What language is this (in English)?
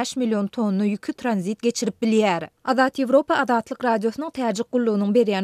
Turkmen